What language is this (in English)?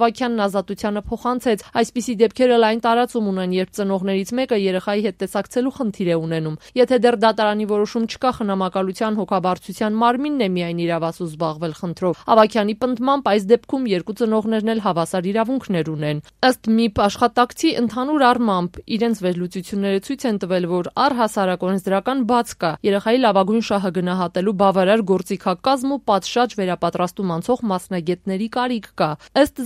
Armenian